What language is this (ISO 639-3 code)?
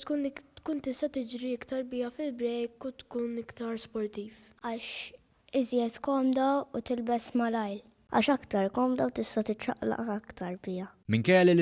mlt